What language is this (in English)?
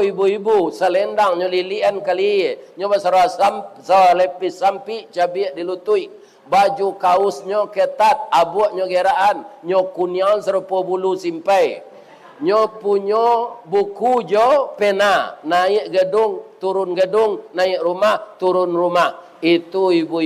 Minangkabau